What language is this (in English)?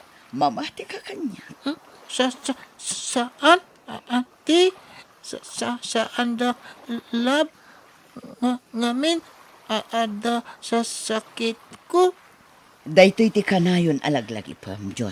Iloko